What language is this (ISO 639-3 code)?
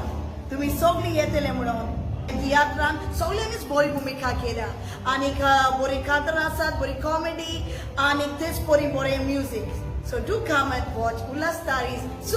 kok